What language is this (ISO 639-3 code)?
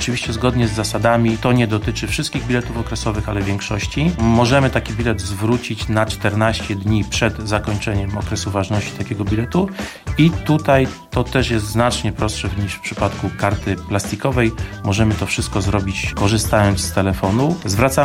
pol